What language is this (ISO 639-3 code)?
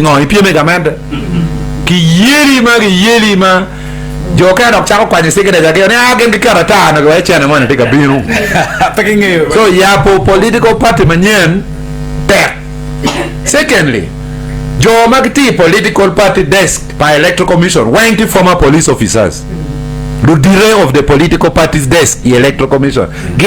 ach